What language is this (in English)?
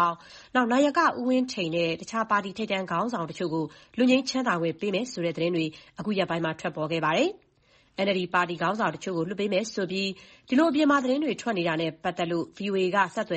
Burmese